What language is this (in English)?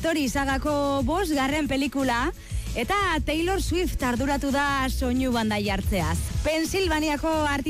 Basque